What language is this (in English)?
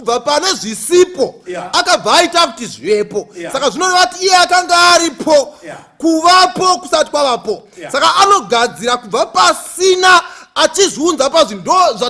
Shona